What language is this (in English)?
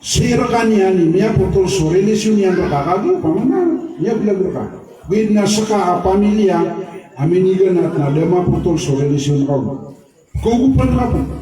Maranao